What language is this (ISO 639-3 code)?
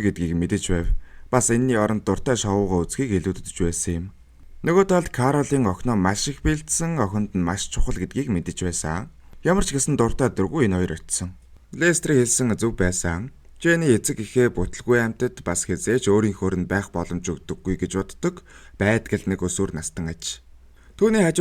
mon